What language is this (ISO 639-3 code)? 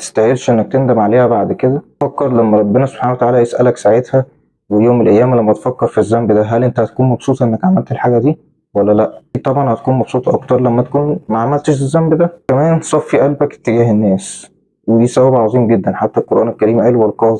arz